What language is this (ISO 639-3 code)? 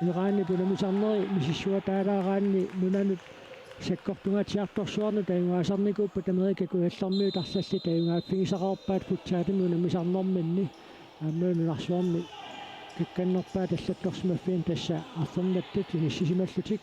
kal